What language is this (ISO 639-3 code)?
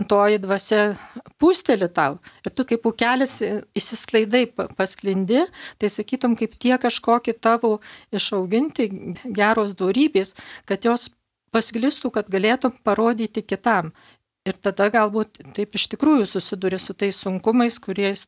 lit